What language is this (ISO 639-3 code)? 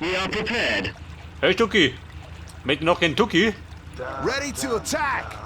bar